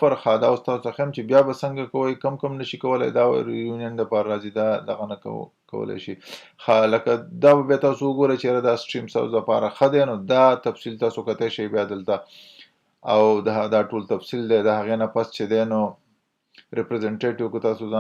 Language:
Pashto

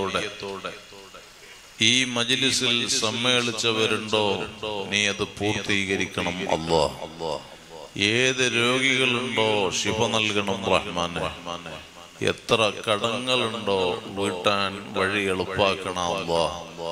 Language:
Malayalam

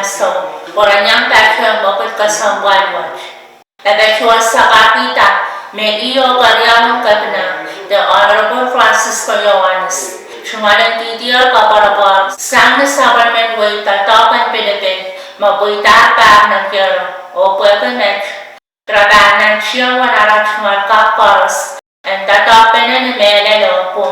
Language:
Pohnpeian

